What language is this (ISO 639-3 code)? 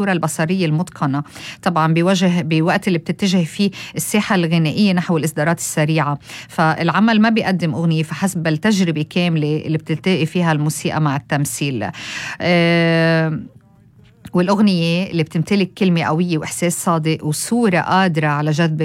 apc